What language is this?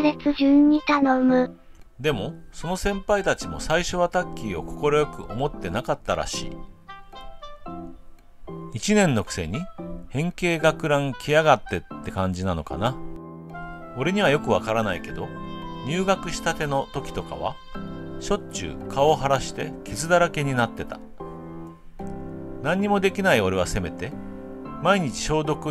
Japanese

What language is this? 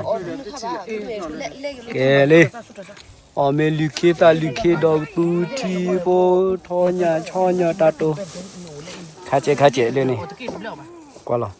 S'gaw Karen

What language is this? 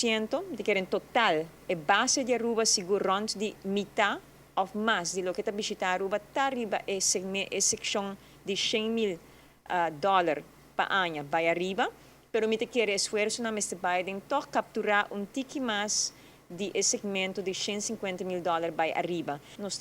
Papiamento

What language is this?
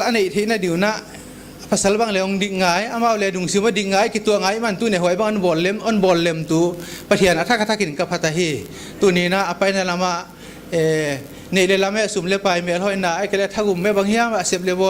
Paite Chin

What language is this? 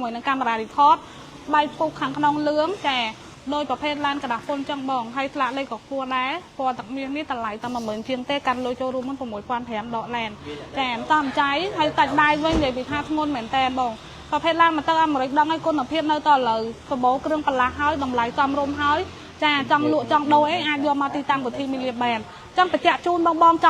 Khmer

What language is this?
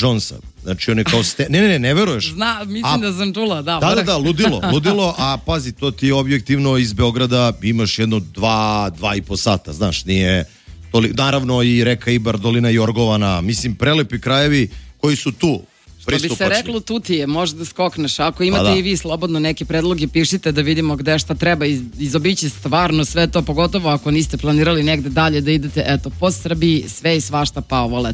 Serbian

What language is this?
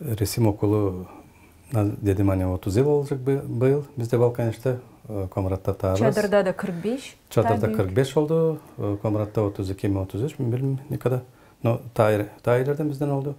Gagauz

